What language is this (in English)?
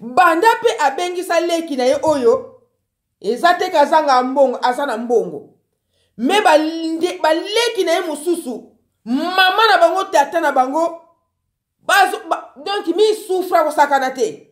Lingala